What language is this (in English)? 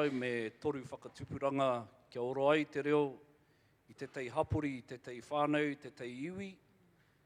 Māori